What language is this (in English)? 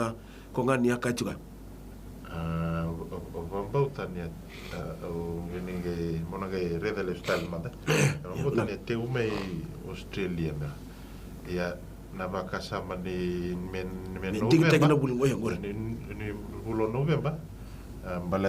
Fijian